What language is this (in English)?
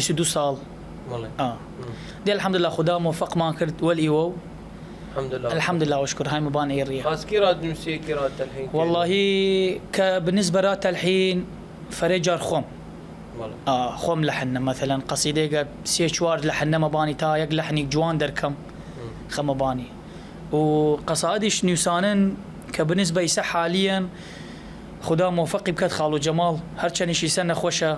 Southern Kurdish